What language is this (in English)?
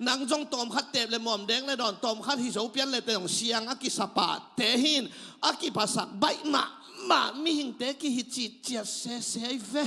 Tedim Chin